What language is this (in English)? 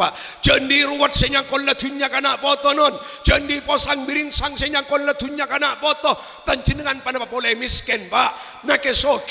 Madurese